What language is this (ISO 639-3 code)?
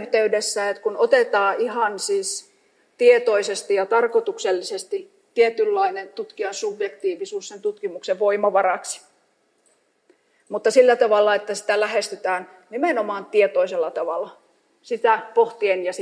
fin